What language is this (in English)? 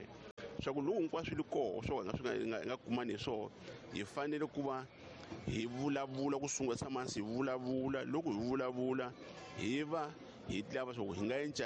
Tsonga